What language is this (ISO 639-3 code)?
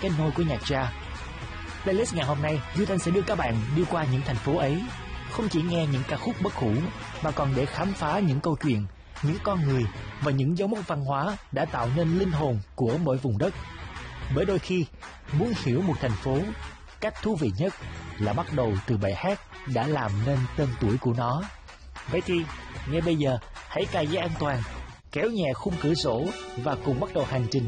vie